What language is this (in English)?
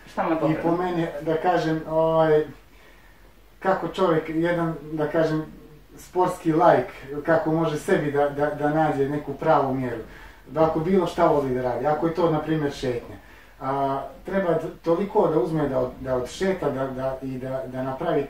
Bosnian